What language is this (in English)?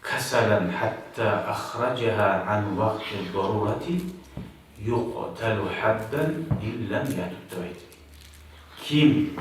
Kumyk